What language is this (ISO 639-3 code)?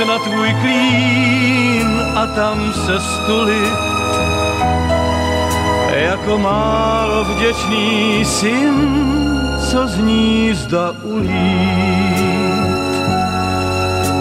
ces